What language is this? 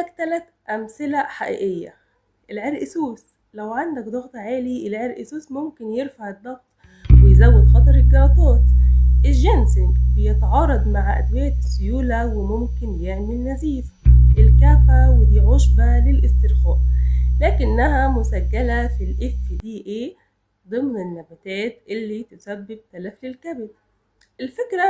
Egyptian Arabic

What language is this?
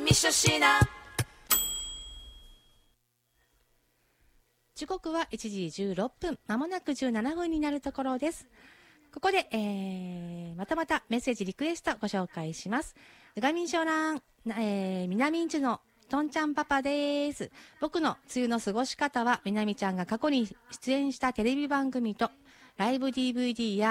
Japanese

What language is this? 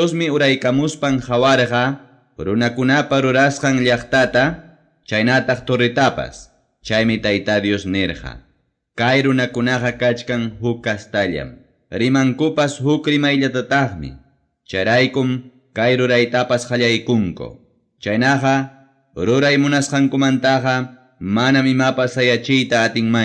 Ayacucho Quechua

